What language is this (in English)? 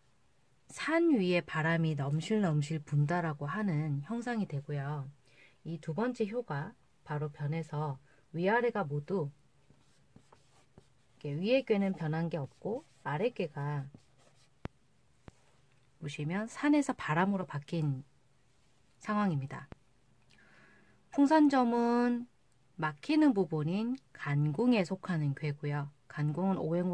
Korean